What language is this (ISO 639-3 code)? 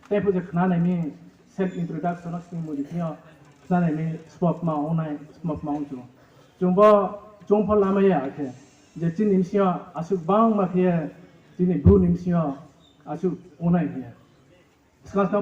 ria